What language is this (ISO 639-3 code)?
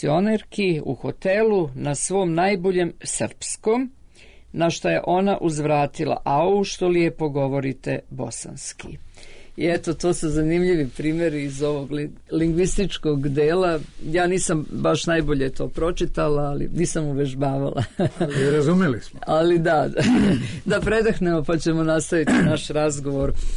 srp